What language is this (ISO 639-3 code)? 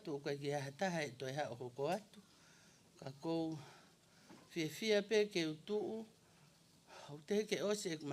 ton